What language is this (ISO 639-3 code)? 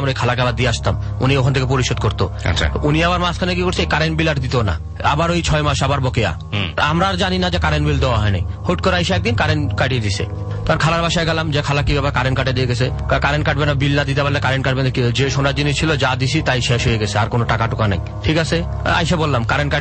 ben